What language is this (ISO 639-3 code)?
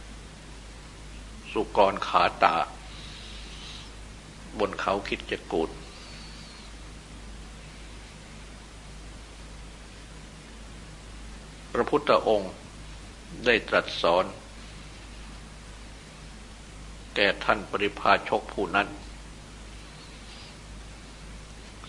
tha